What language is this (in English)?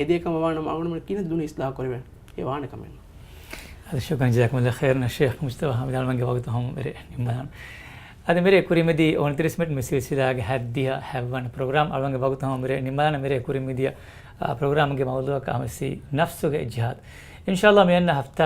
Divehi